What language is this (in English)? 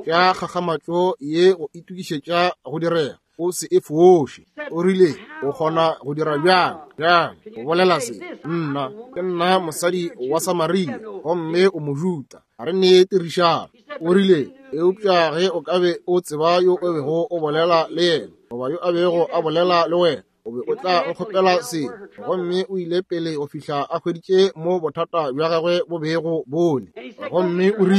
Northern Sotho